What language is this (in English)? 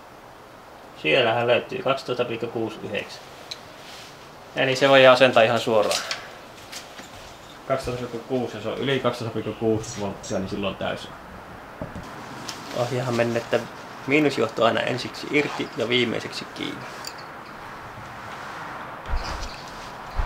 Finnish